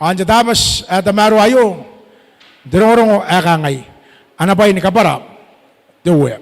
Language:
Gilbertese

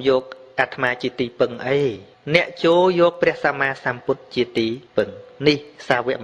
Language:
Khmer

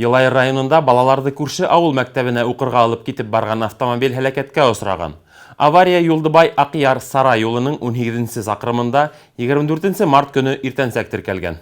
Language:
Bashkir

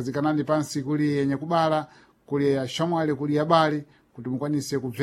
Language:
Sena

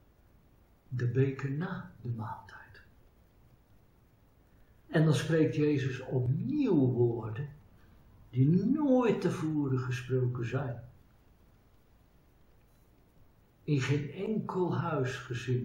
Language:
Dutch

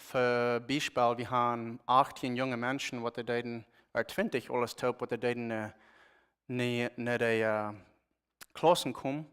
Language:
Plautdietsch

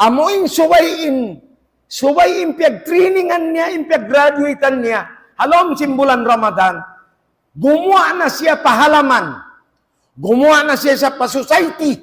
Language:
Tausug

